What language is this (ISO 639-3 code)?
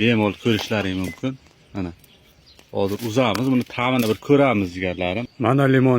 uzb